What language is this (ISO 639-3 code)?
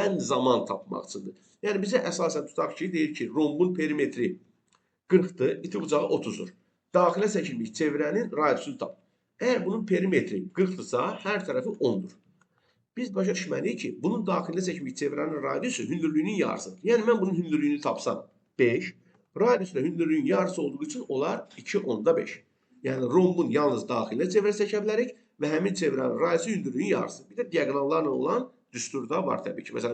aze